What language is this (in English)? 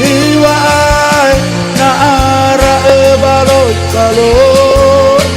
Nias